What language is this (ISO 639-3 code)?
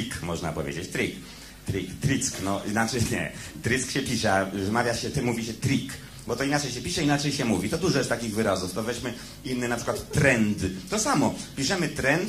pol